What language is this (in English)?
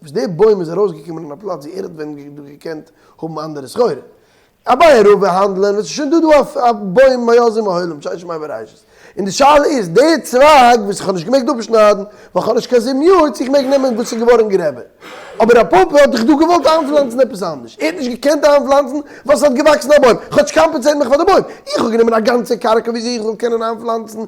Yiddish